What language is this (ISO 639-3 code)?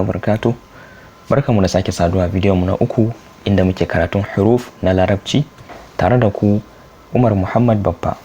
hau